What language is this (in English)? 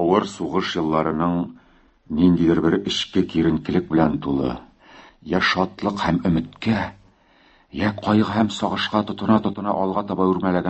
Tatar